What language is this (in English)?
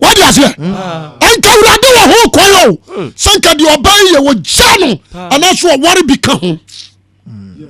Akan